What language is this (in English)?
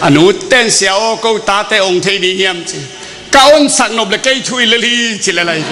Tedim Chin